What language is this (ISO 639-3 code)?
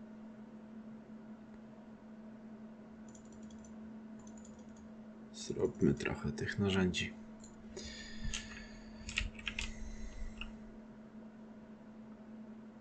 pol